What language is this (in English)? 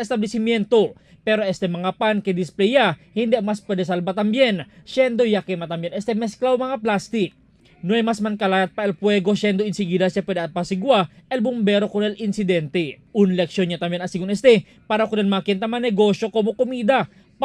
Chavacano